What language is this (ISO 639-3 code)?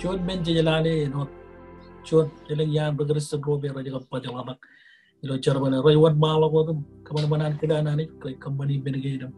mah